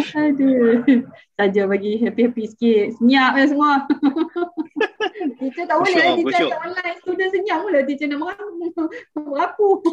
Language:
Malay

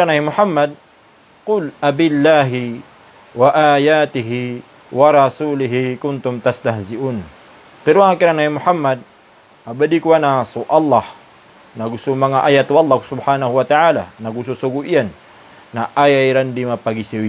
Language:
Maranao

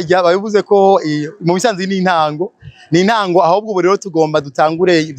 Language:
Rundi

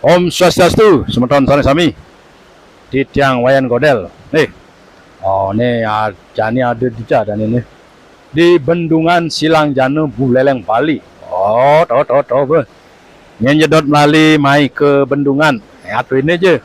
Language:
Balinese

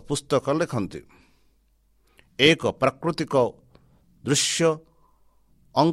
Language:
Odia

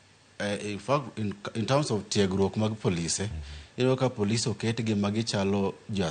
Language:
Luo (Kenya and Tanzania)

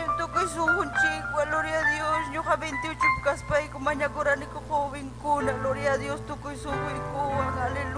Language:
Ayacucho Quechua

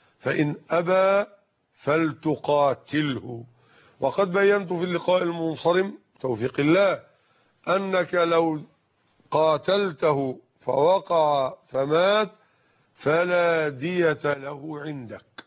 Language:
Arabic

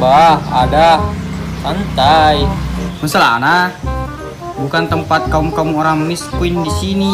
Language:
Buginese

